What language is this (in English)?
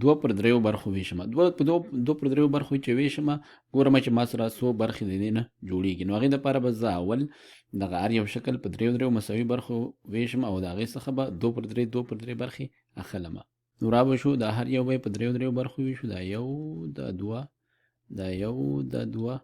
Pashto